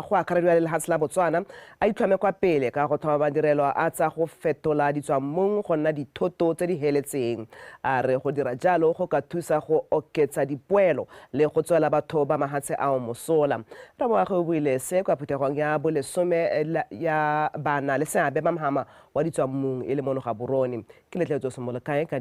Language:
Tswana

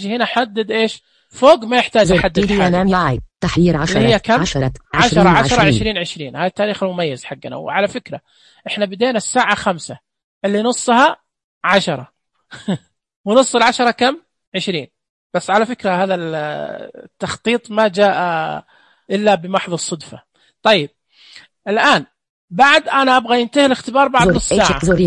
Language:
Najdi Arabic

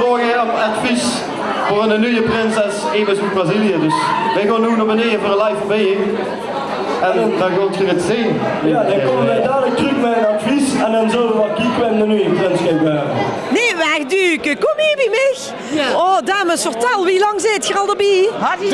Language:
Limburgish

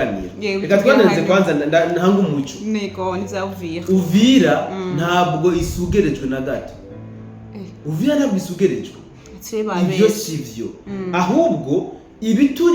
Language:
Rundi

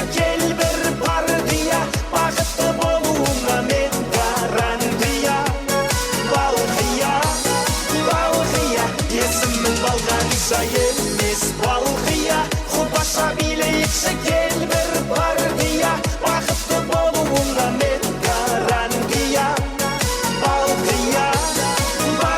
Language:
Kara-Kalpak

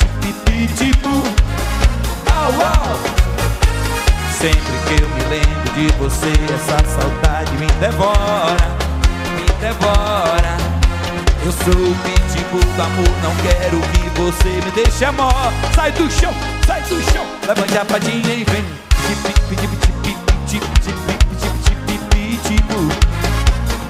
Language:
Portuguese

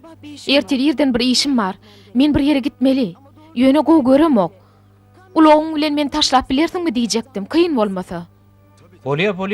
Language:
Turkmen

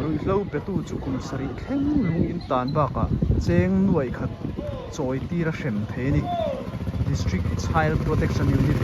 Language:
Mizo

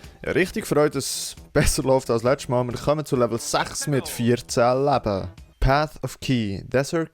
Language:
Swiss German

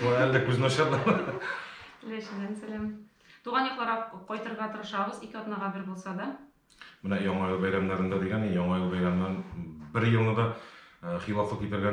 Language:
Tatar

